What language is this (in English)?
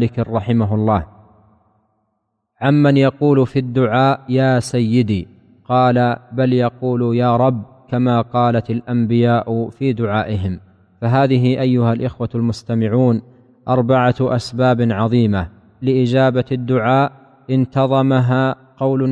Arabic